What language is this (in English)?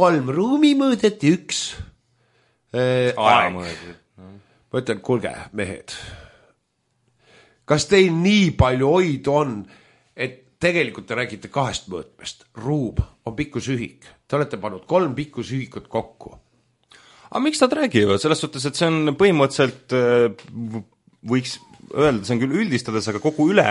Estonian